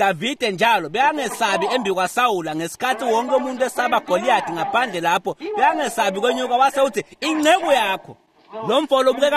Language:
Swati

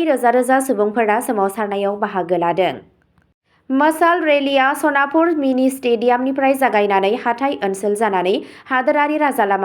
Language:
Bodo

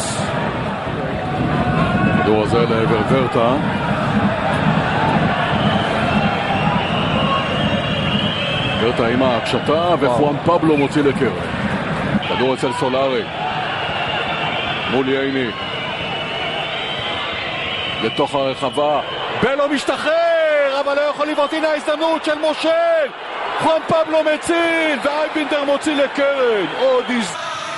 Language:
Hebrew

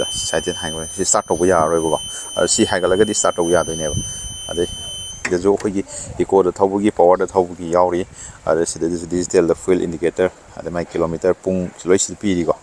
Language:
Manipuri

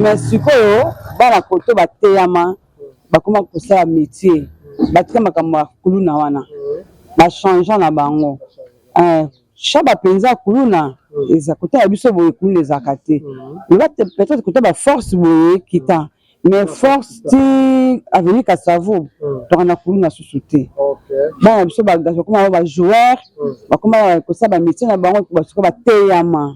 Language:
Lingala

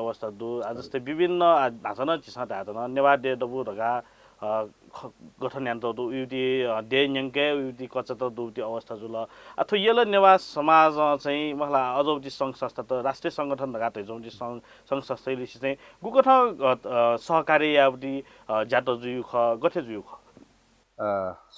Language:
Newari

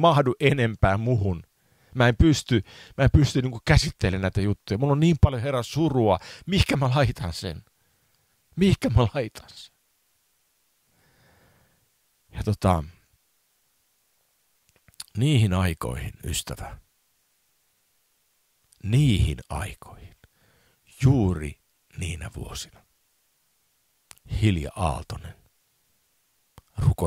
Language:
Finnish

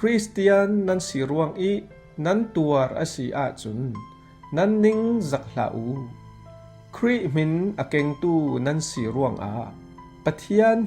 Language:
Falam Chin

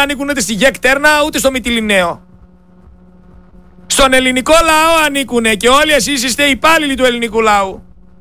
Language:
Greek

